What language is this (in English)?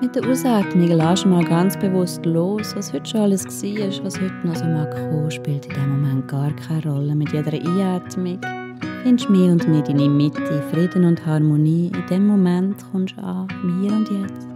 Swiss German